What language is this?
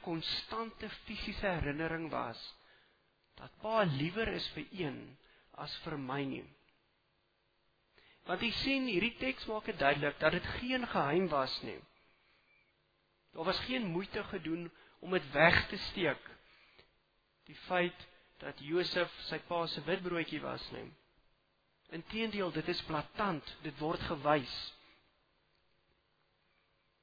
Afrikaans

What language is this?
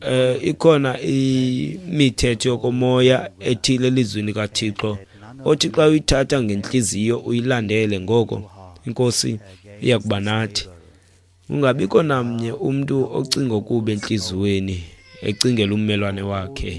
Xhosa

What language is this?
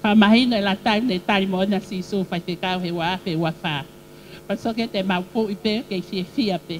Tongan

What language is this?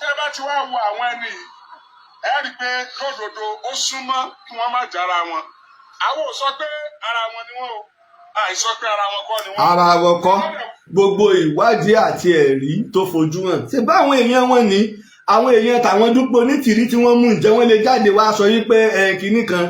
Yoruba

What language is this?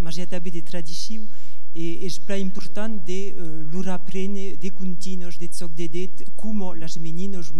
Occitan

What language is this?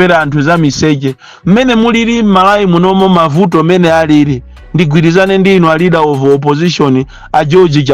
Nyanja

